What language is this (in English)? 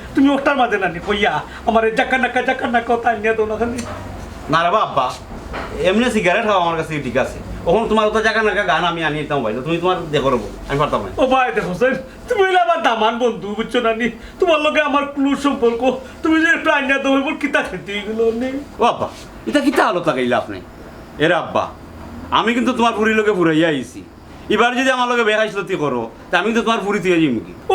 Sylheti